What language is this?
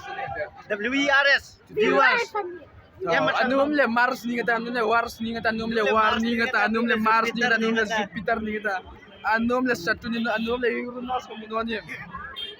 Hmar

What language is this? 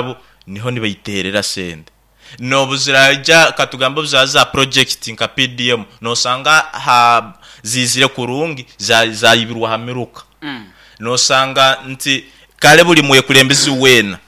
Nyoro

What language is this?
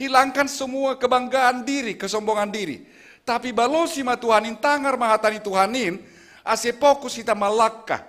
Batak Simalungun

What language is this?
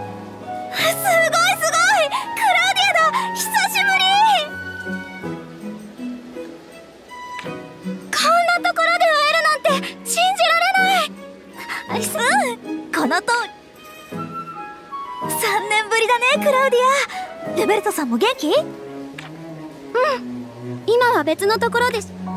Japanese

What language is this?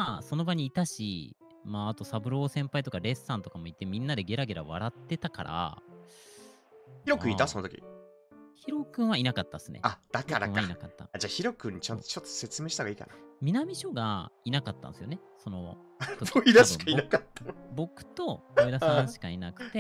Japanese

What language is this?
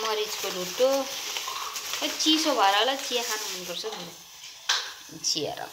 Nepali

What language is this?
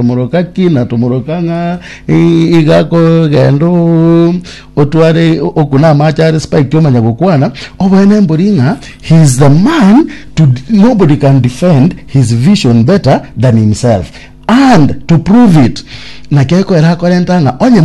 Gusii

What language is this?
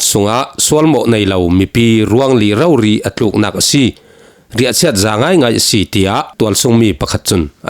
Falam Chin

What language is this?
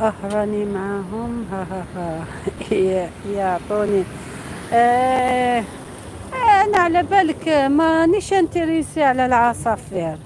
Algerian Arabic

